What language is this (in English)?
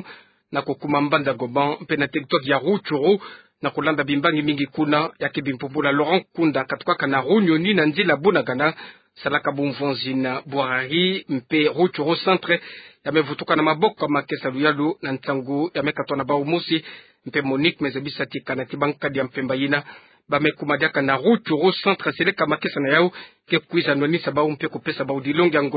Kituba (Democratic Republic of Congo)